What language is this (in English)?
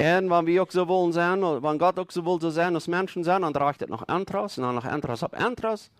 Plautdietsch